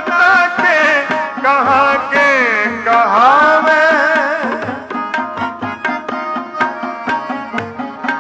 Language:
Punjabi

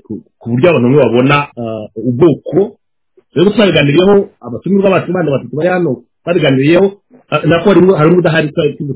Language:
Kinyarwanda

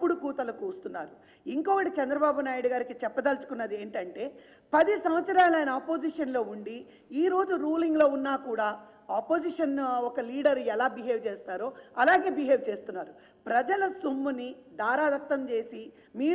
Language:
Telugu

